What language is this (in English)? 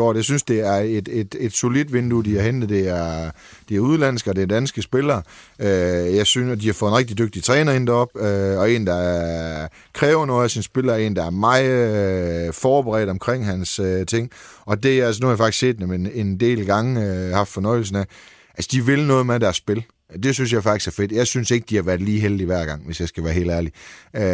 Danish